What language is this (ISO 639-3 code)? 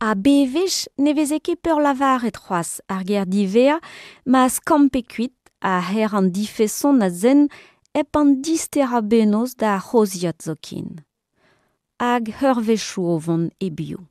bre